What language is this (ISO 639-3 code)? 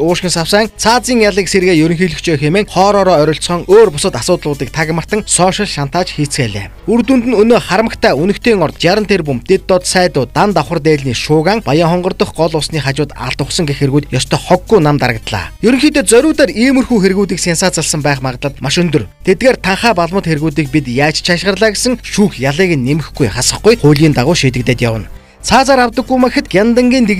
mon